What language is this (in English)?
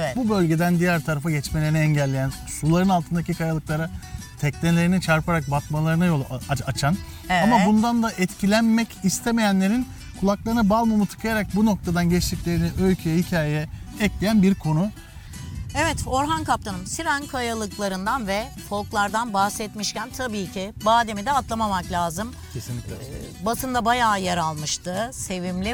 Turkish